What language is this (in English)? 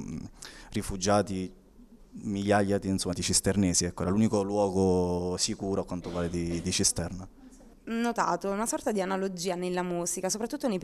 Italian